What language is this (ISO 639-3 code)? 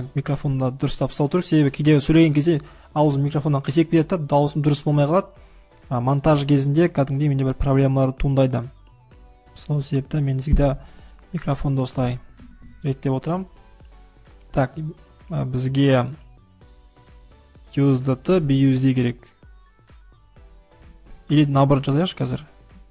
kaz